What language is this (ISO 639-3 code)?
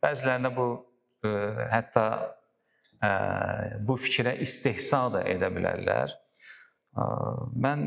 aze